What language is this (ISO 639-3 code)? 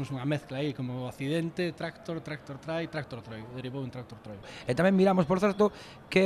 glg